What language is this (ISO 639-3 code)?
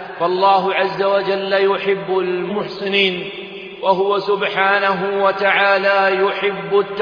ara